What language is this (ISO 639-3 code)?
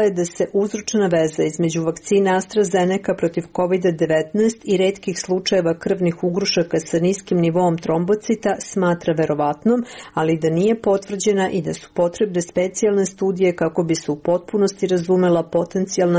srp